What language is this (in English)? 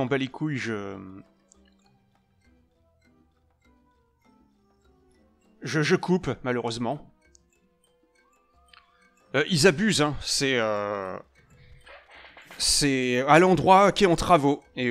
French